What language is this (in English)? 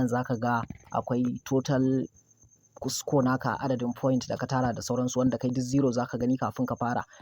Hausa